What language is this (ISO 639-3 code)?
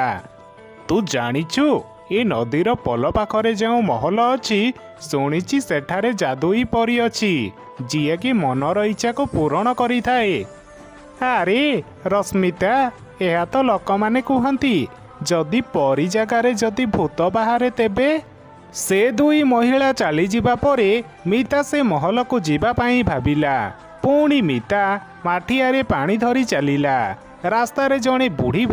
ori